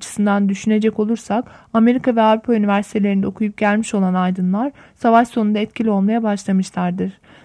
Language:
Turkish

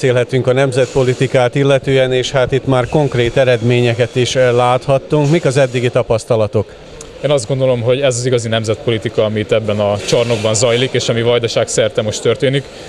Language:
Hungarian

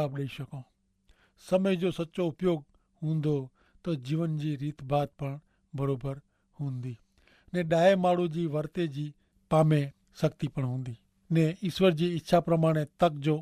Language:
Kachhi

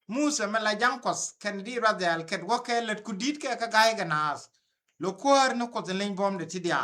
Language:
Nuer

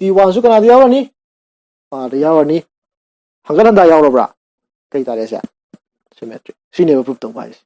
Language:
Manipuri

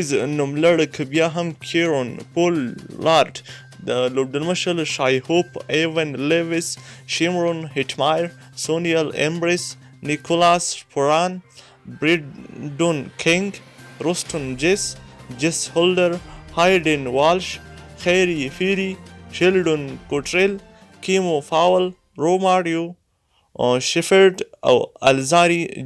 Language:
Pashto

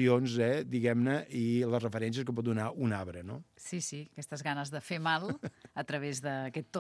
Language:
Catalan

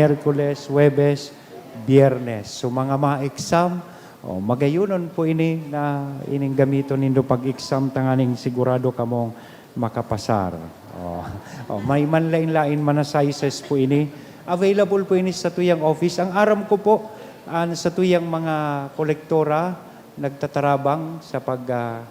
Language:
Bikol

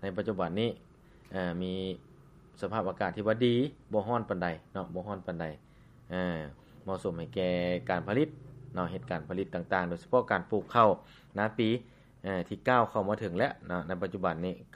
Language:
Lao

